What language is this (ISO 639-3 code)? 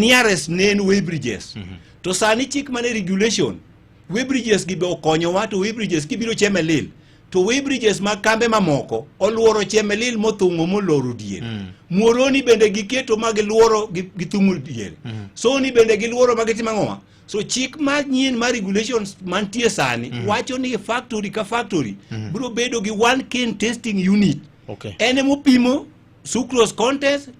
luo